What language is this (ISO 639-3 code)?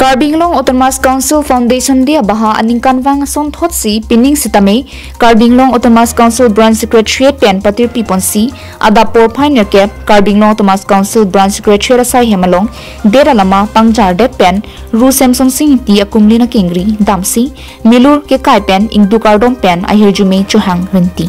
mjw